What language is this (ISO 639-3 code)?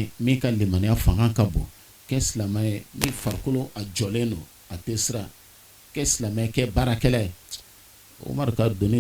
bam